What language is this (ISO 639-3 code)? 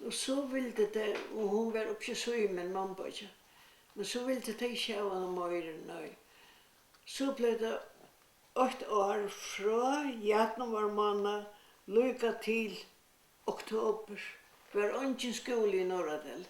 fao